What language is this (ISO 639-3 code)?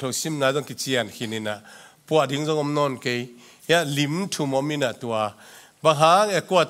ctd